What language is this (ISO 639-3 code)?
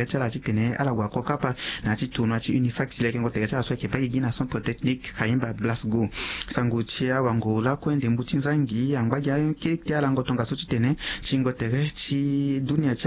sag